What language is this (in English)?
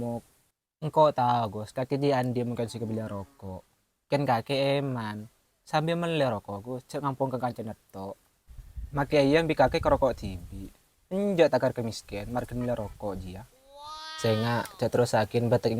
Madurese